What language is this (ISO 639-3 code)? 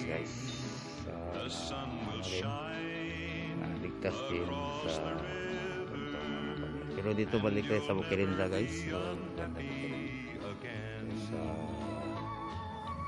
fil